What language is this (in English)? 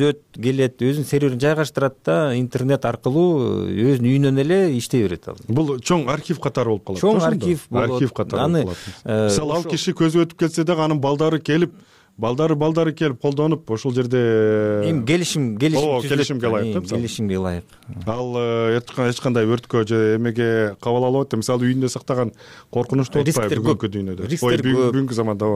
Kyrgyz